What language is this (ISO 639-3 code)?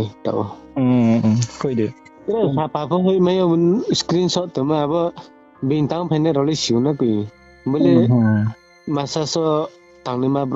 ria